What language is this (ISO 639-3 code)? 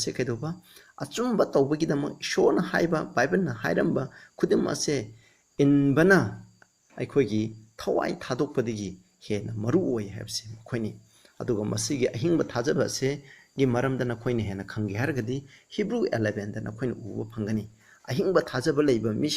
mni